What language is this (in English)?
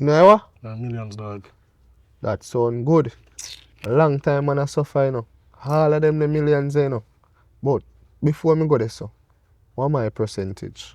Jamaican Creole English